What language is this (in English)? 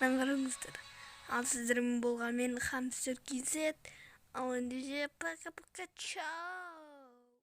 Kazakh